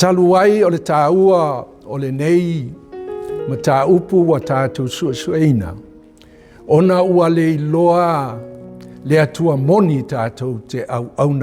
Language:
Samoan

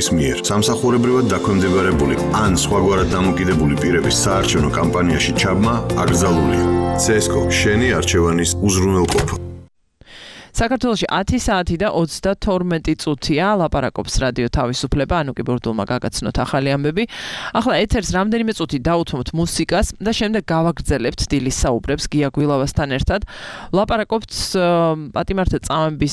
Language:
Georgian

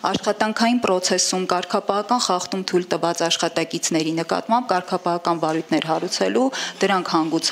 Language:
Armenian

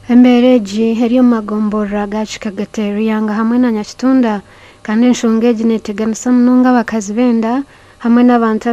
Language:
Nyankole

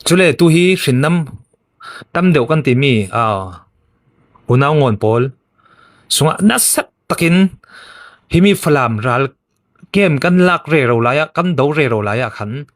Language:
Falam Chin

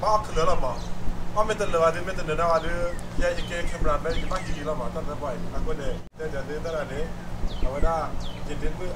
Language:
S'gaw Karen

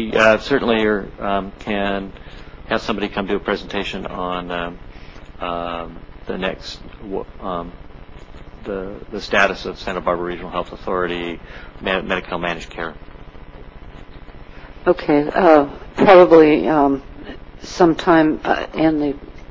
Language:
English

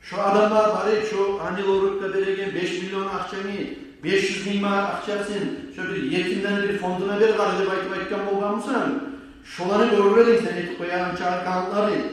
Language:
Kumyk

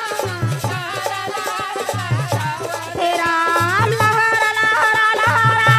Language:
Chhattisgarhi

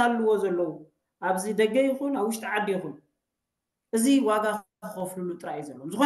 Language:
Tigrinya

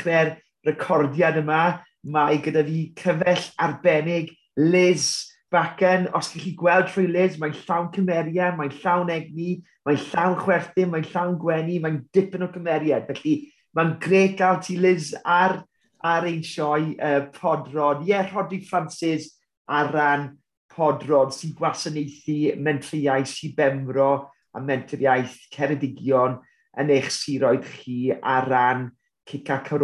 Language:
Welsh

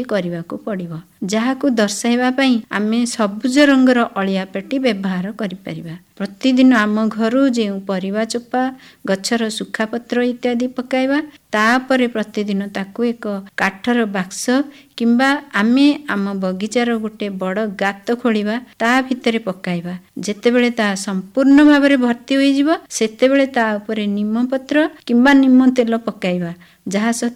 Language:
Odia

